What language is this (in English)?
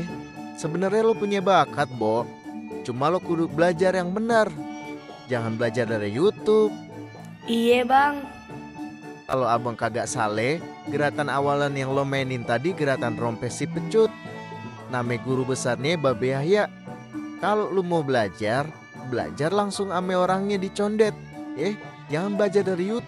Betawi